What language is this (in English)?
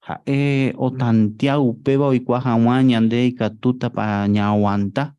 Guarani